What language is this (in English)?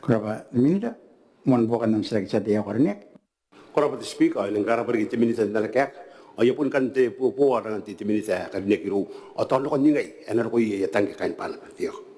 Gilbertese